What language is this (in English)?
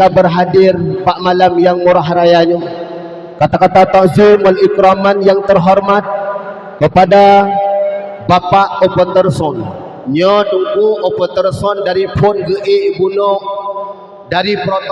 Achinese